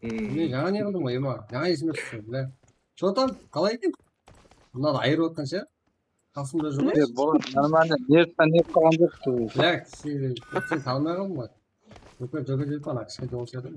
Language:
Kara-Kalpak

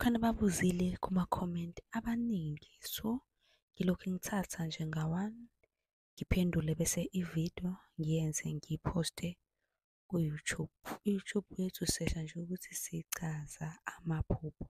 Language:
Zulu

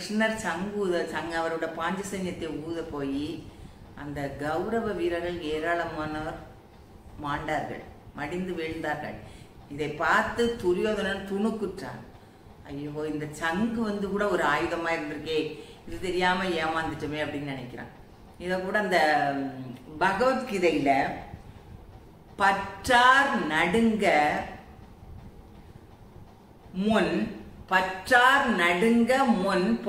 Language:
Tamil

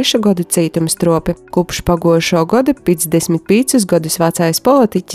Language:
Latvian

